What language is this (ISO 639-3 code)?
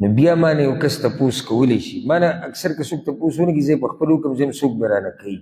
pus